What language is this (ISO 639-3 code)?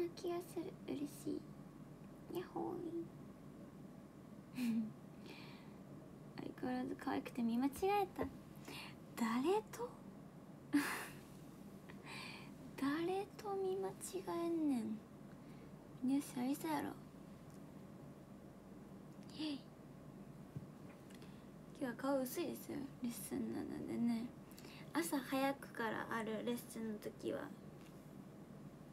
jpn